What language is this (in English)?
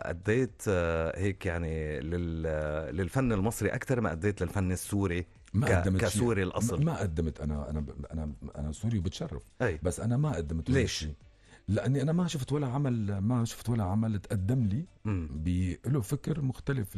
North Levantine Arabic